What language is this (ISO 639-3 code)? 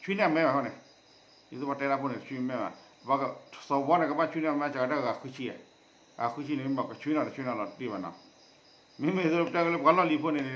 ksw